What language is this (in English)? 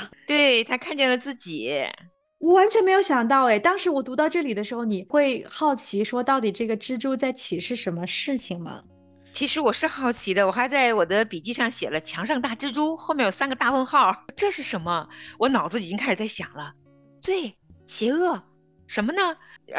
Chinese